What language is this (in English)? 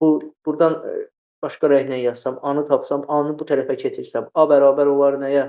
Azerbaijani